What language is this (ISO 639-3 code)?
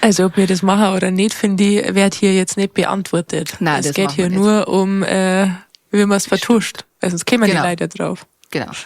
bar